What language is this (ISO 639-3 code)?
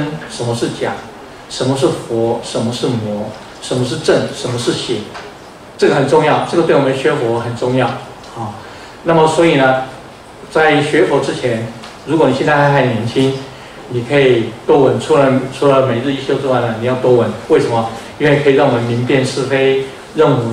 zho